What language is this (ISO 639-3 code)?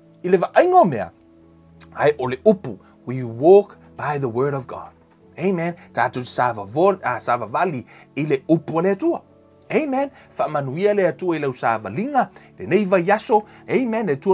smo